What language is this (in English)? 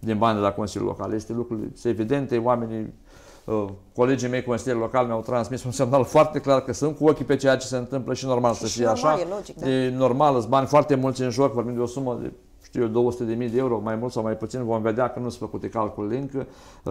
Romanian